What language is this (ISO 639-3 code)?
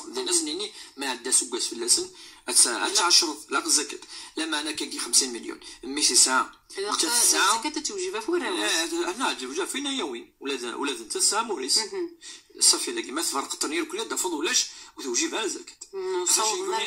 ary